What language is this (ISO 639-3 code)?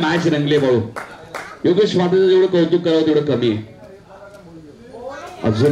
mar